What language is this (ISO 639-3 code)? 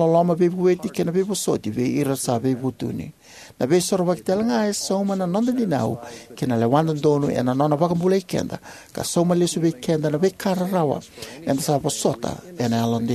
fij